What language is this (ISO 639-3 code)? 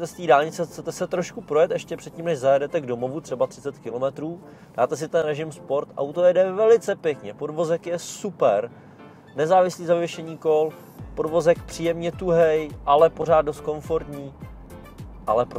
ces